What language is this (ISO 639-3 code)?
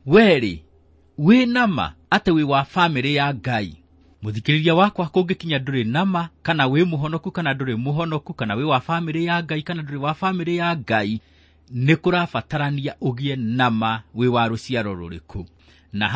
kik